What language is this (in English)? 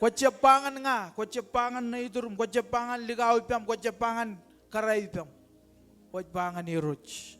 Marshallese